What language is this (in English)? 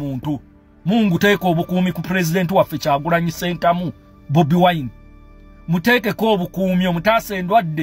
Ganda